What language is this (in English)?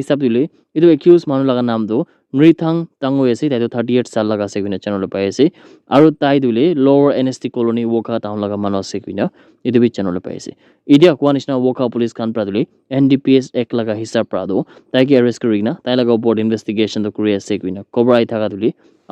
Naga Pidgin